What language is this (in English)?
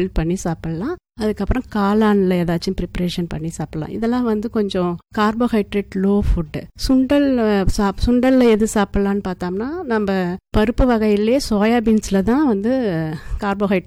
Tamil